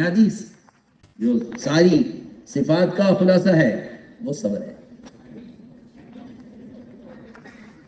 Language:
Urdu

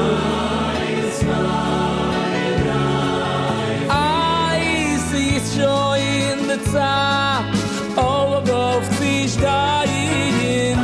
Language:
Yiddish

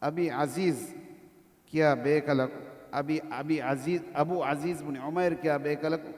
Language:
Divehi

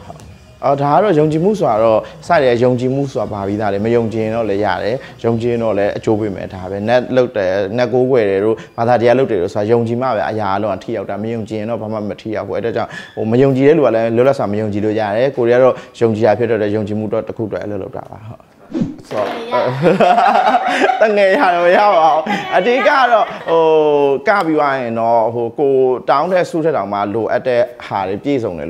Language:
Burmese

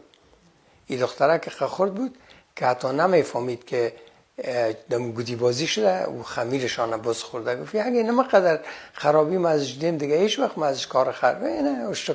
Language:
Persian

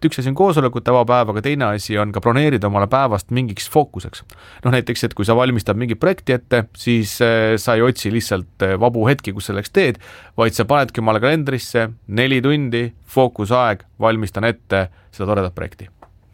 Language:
Estonian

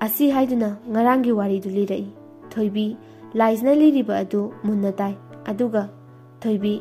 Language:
Manipuri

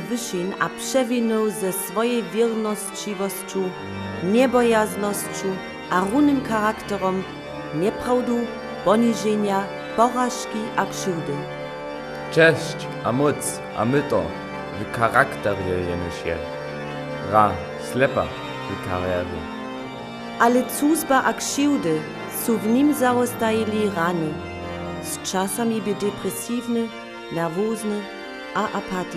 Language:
Upper Sorbian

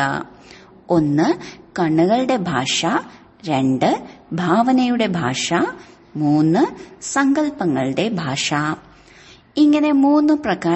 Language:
Malayalam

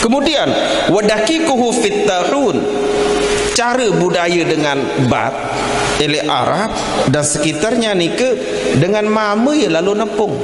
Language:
Sasak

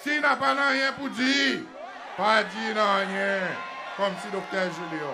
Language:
Seselwa Creole French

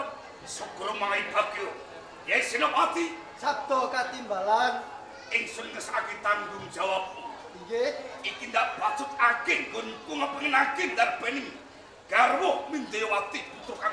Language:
Javanese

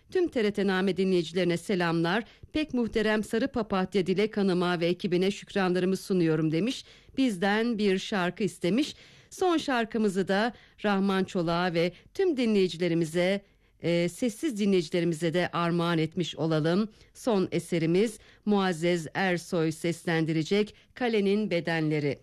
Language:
Turkish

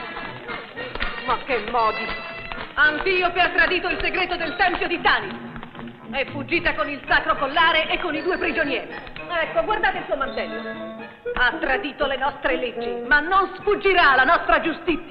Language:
Italian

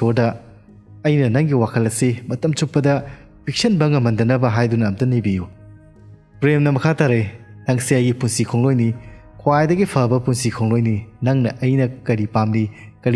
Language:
Manipuri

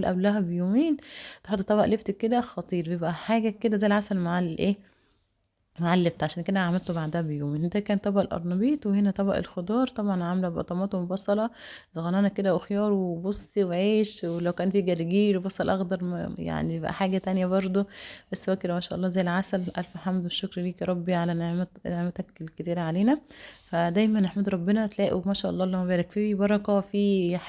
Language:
Egyptian Arabic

